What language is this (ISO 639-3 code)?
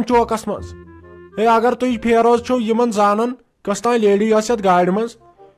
kas